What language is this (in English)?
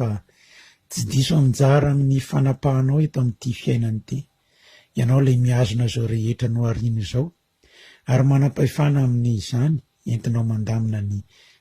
Malagasy